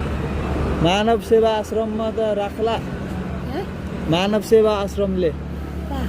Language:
Nepali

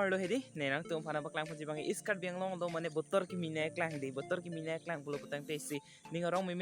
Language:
Karbi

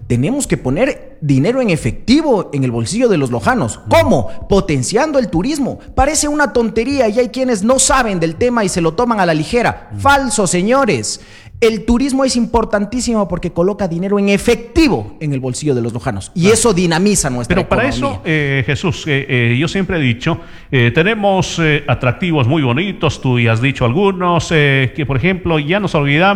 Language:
Spanish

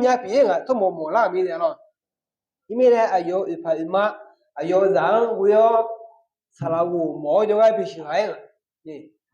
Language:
Akha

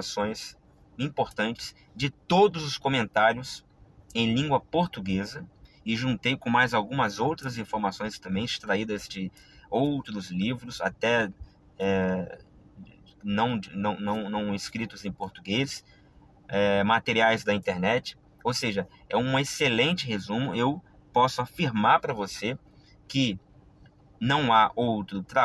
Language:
Portuguese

